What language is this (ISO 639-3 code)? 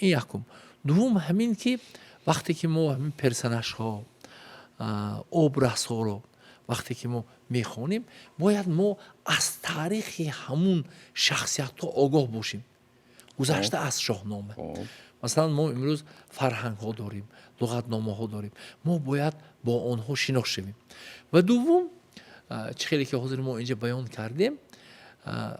tgk